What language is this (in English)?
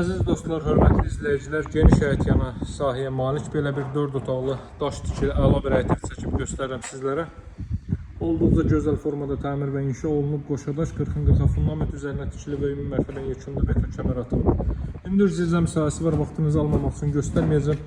Azerbaijani